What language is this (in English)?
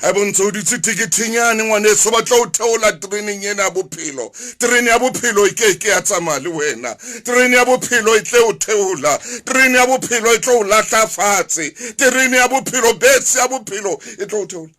Southern Sotho